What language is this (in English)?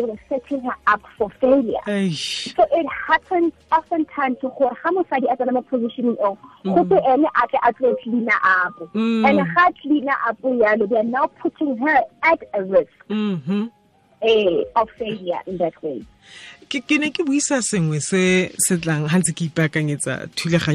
Tswana